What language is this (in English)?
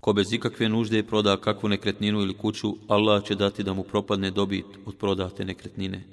Bosnian